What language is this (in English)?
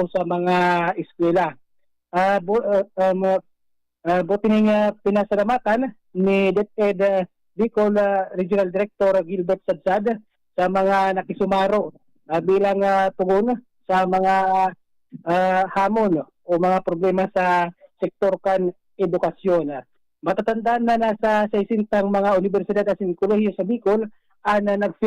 Bikol